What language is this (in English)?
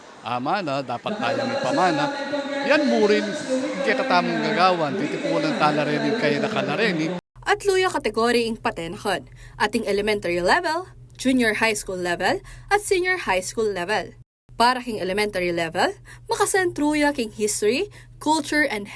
Pampanga